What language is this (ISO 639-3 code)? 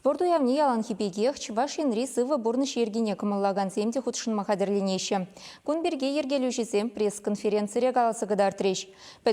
chv